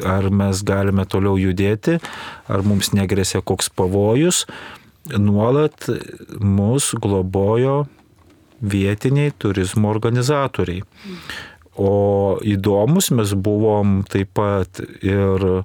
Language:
Lithuanian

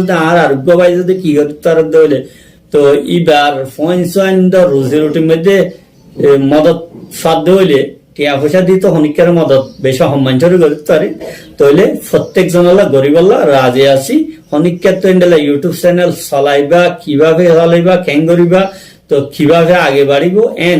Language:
Rohingya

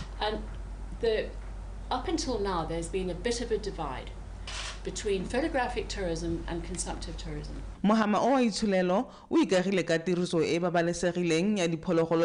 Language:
Tswana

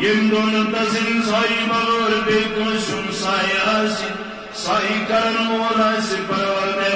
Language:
Kashmiri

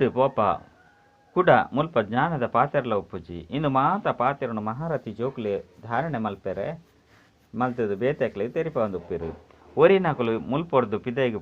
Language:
Tulu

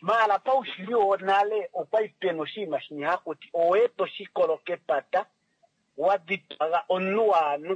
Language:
Kuanyama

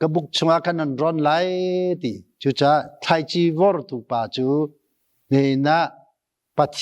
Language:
Hakha Chin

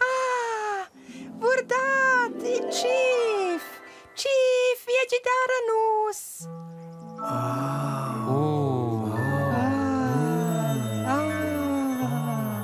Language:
Romansh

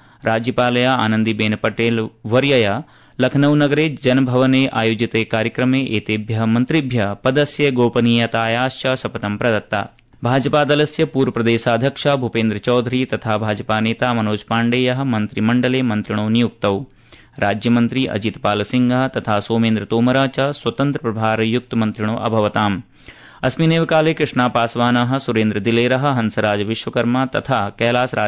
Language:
Sanskrit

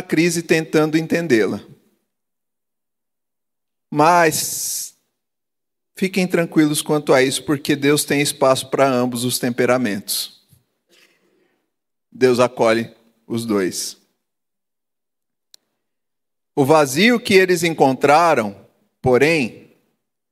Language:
Portuguese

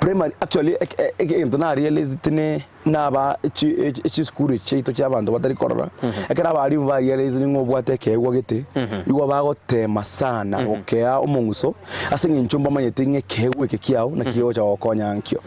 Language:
Gusii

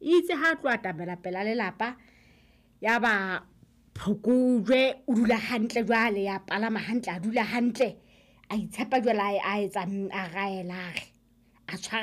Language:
Southern Sotho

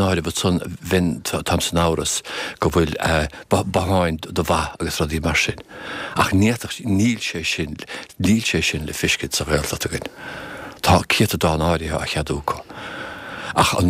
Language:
Irish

